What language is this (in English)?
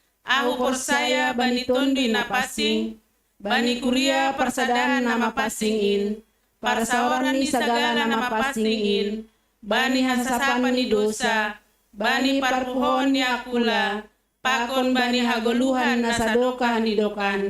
Batak Simalungun